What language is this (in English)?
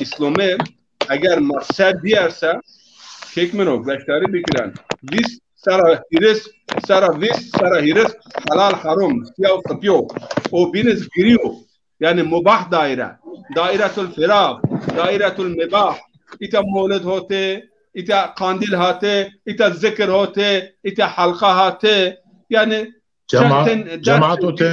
Zaza